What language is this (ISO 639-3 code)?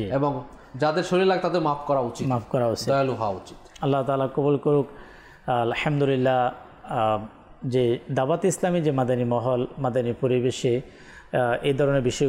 ben